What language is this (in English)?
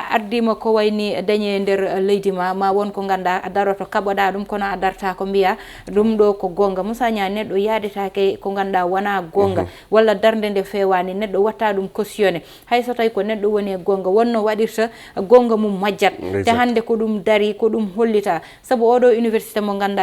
Fula